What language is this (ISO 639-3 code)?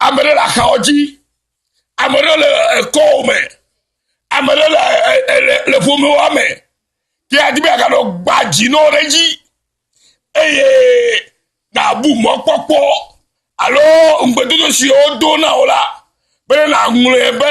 ewe